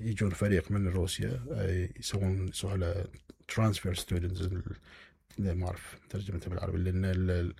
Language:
Mesopotamian Arabic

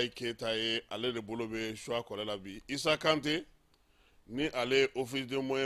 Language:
Bambara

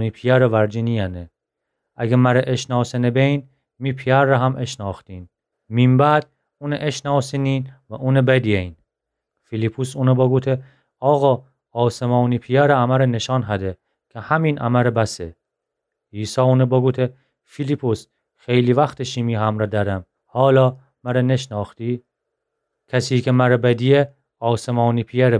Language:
Gilaki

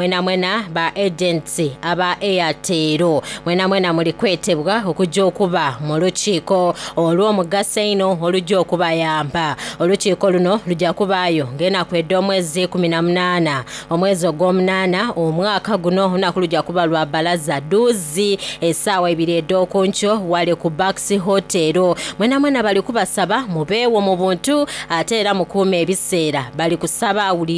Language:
Soga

